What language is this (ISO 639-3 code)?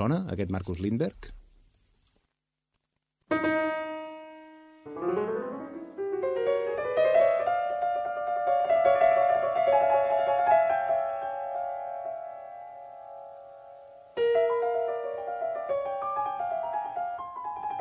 cat